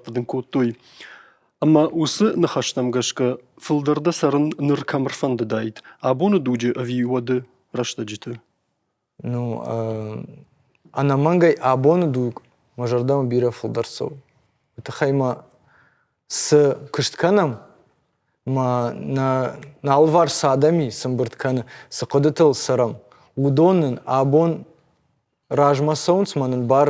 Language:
Ossetic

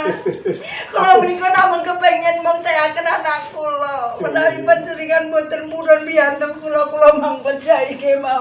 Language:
Javanese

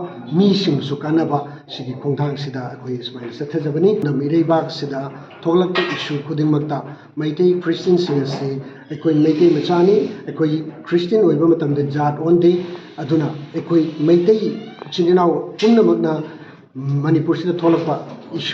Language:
Manipuri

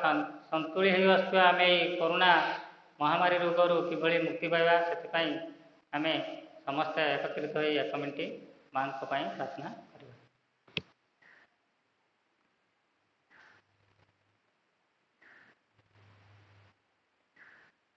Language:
Odia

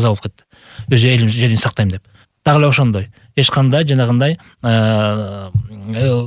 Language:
Kyrgyz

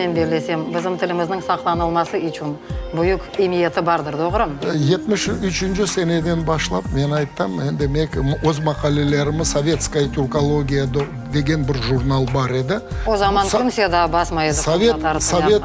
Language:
Crimean Tatar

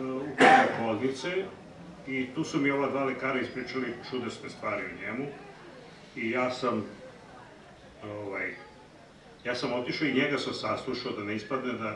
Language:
Serbian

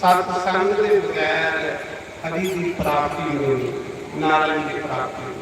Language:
Dogri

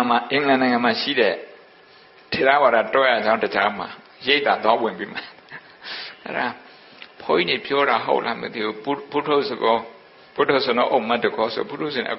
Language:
Burmese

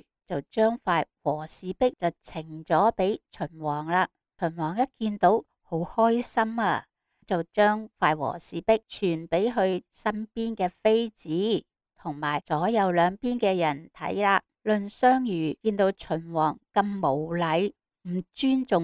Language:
Cantonese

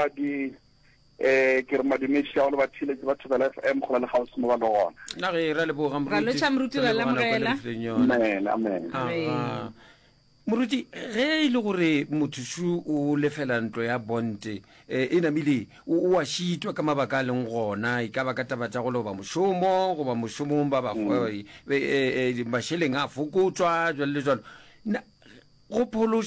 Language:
Northern Sotho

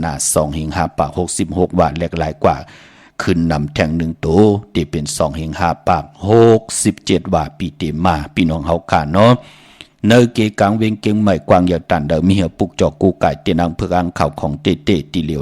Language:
Shan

